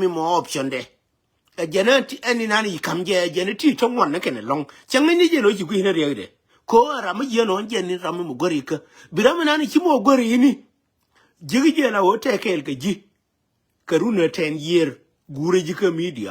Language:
Nuer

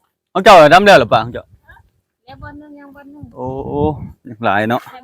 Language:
Lao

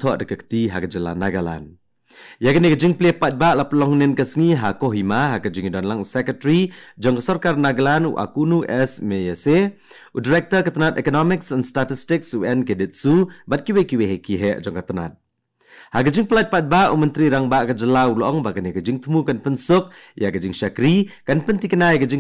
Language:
Khasi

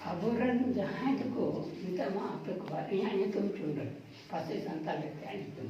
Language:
Santali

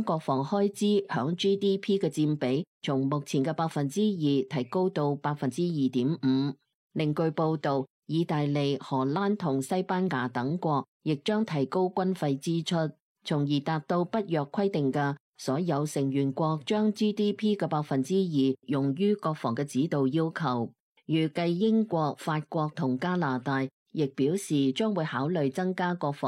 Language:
Cantonese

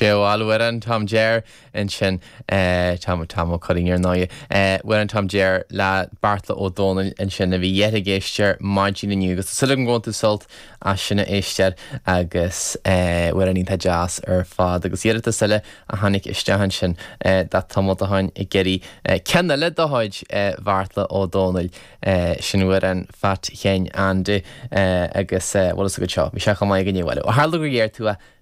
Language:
Irish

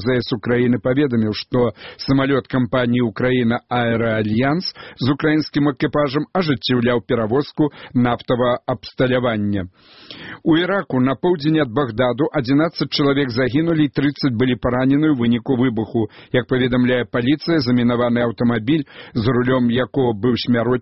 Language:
Belarusian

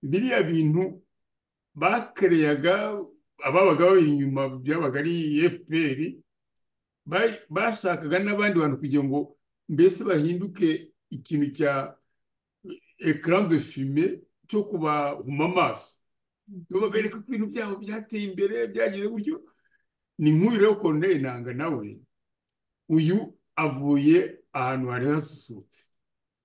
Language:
Kinyarwanda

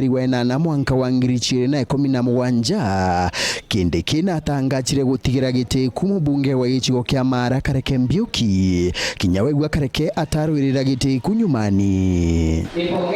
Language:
Meru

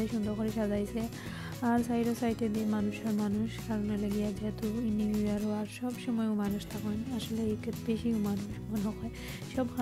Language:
Sylheti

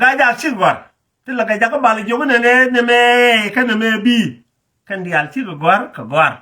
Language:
Nuer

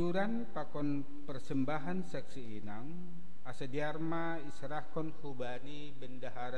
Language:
Batak Simalungun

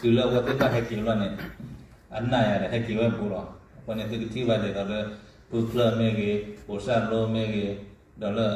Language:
S'gaw Karen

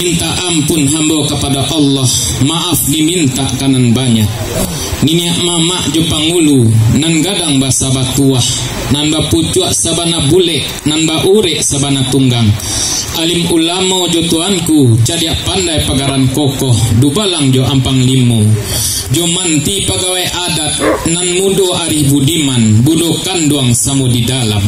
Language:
Minangkabau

